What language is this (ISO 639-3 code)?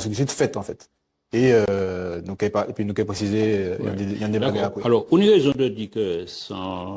gcf